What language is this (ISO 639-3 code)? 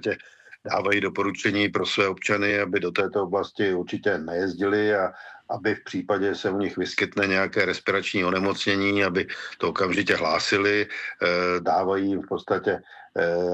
ces